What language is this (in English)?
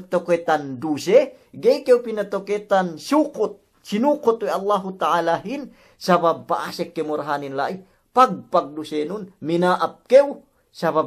Yakan